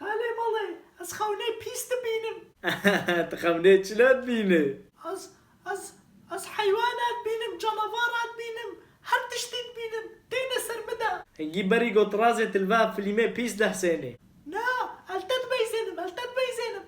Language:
Kurdish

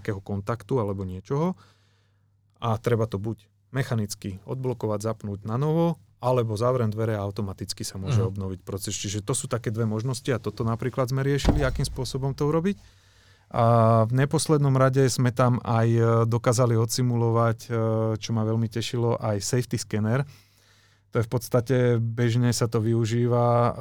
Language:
Slovak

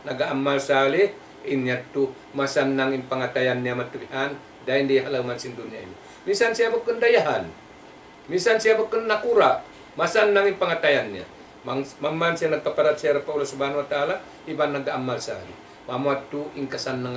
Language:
Tausug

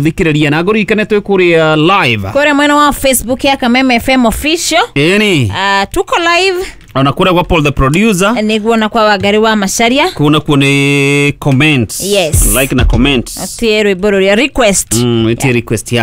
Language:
Kikuyu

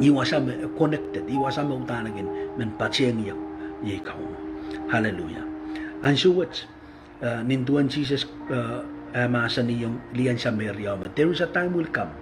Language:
Pohnpeian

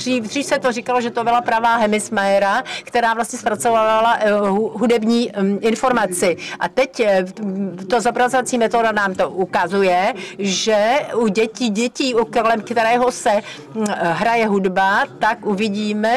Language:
Czech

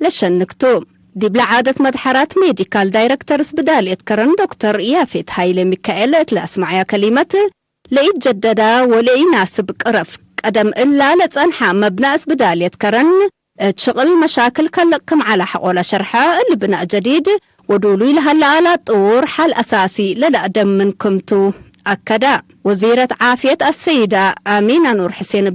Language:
Tigre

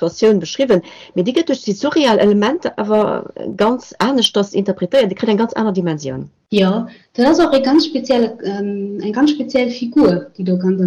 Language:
Luxembourgish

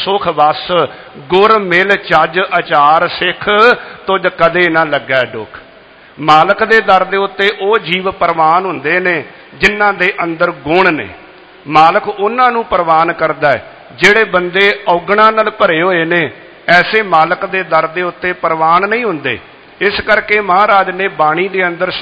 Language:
Punjabi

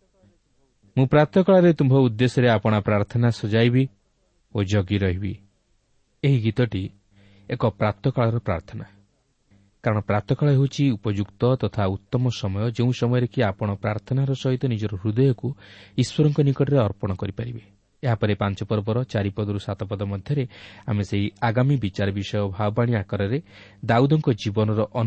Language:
Odia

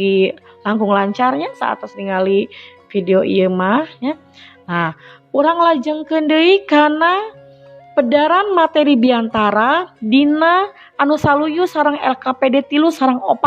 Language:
Sundanese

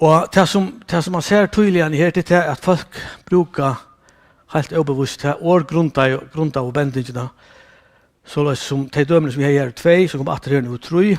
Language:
Faroese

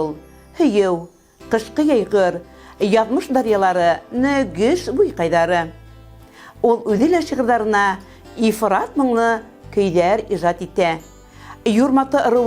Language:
Bashkir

